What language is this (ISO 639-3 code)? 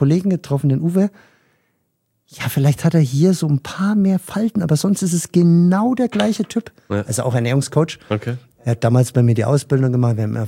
deu